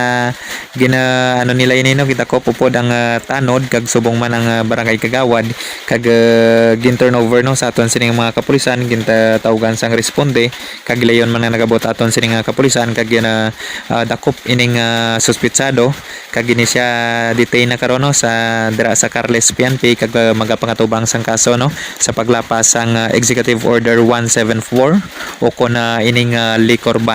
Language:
Hiligaynon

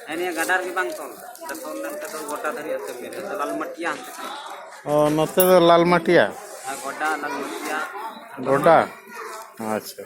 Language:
Santali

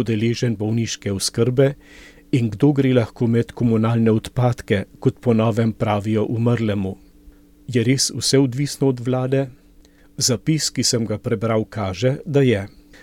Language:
Slovenian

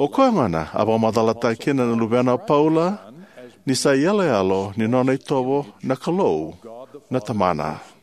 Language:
Fijian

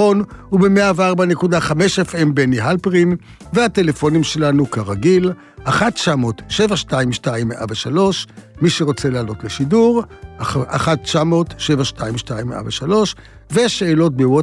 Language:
Hebrew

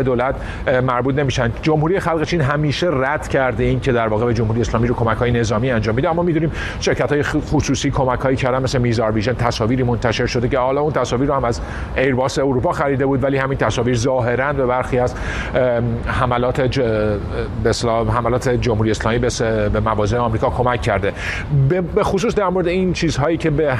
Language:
Persian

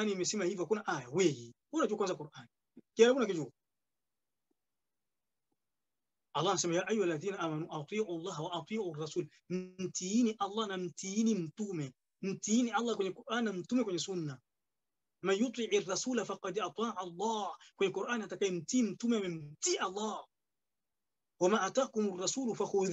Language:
Swahili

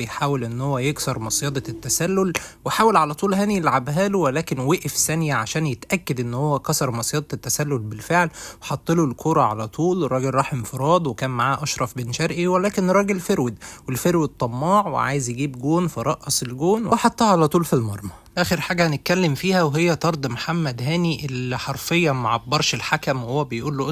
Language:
Egyptian Arabic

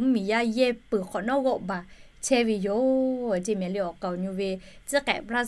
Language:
Lahu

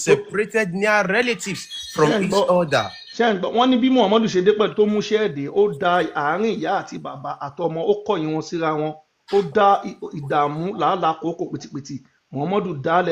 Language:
Yoruba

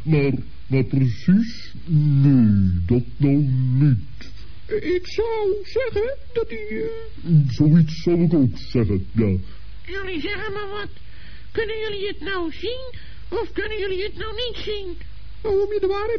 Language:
Dutch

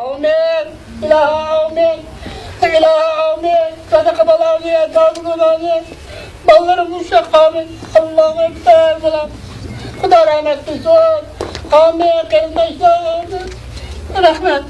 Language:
Tajik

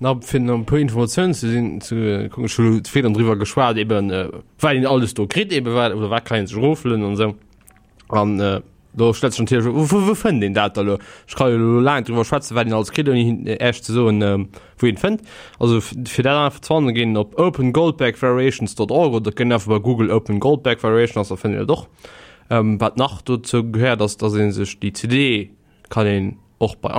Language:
Luxembourgish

